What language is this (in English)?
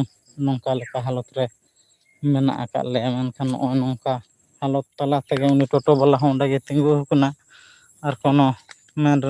Santali